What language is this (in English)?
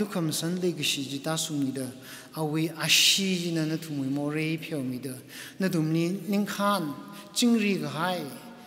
Tangkhul Naga (India)